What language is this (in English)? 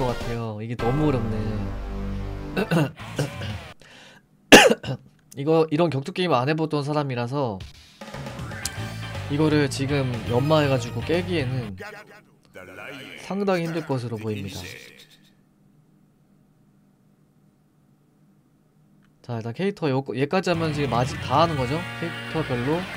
Korean